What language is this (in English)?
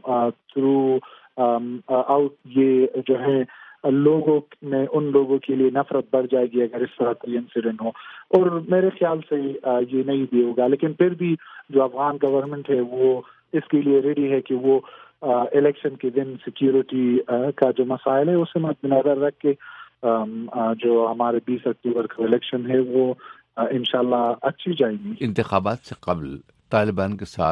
Urdu